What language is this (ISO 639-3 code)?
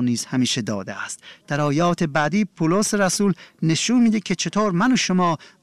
fas